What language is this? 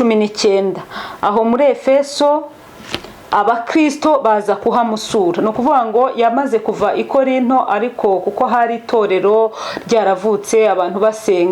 Kinyarwanda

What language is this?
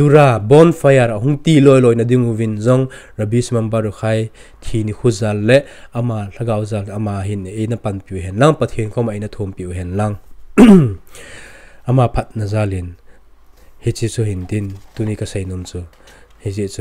Thado Chin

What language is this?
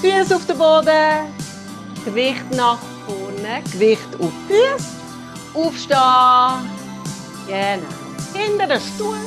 Swiss German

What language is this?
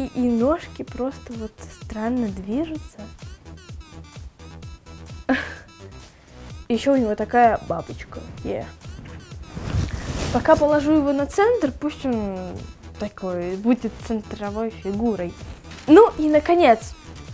Russian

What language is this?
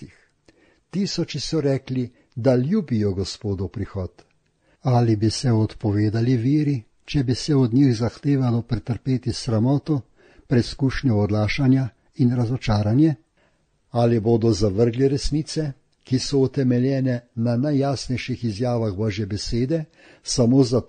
Slovenian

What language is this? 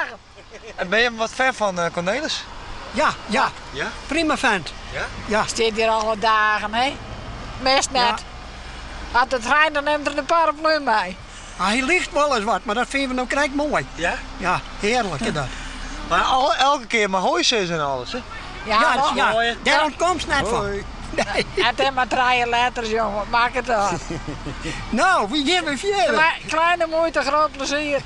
Western Frisian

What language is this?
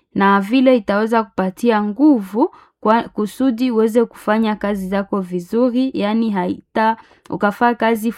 Swahili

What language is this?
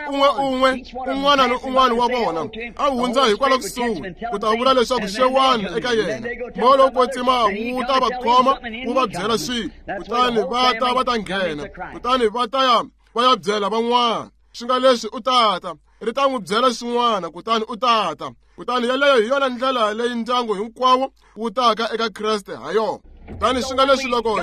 Tsonga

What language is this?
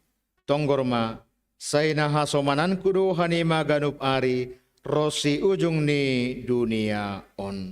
Batak Simalungun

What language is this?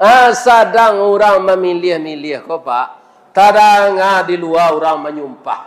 Minangkabau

